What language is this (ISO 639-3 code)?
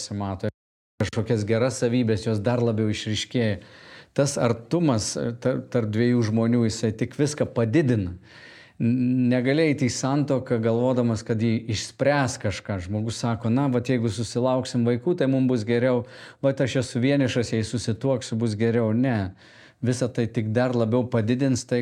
lit